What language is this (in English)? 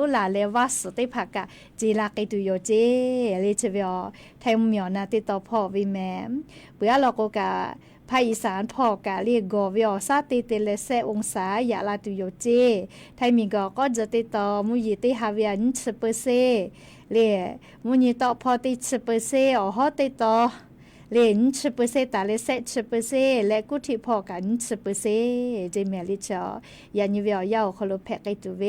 Lahu